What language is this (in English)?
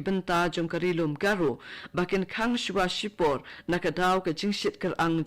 Khasi